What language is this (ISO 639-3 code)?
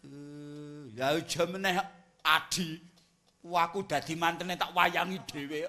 jav